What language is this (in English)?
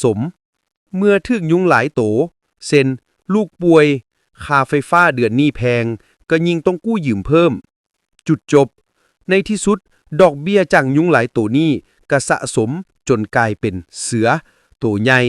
Lao